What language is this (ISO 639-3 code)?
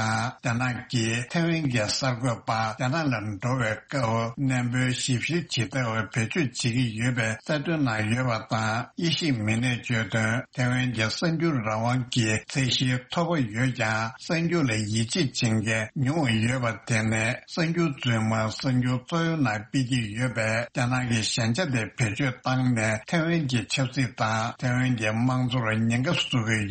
bod